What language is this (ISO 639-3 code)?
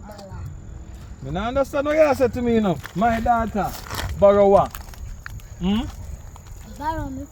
jam